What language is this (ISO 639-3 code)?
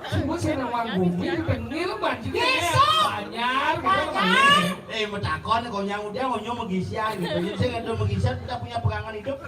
ban